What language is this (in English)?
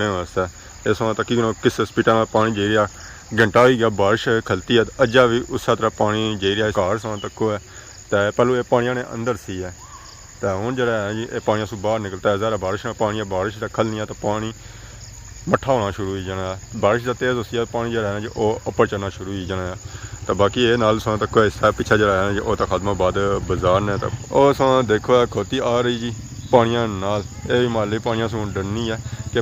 Pahari-Potwari